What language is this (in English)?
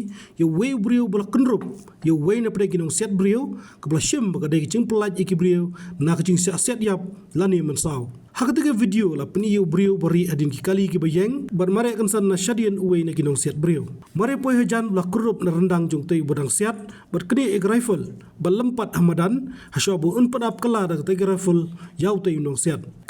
Khasi